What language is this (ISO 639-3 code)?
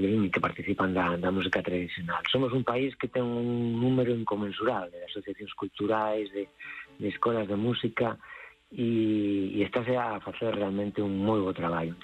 glg